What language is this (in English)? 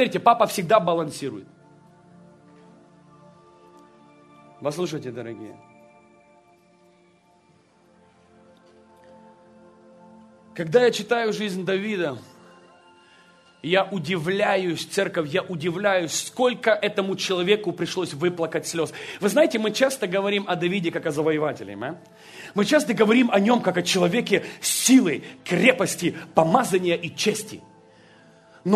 Russian